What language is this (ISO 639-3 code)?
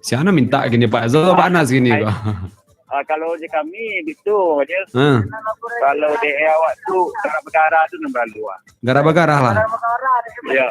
min